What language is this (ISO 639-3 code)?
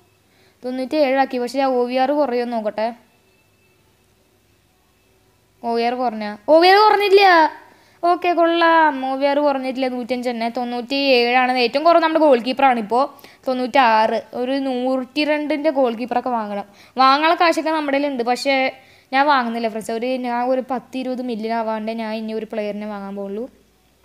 mal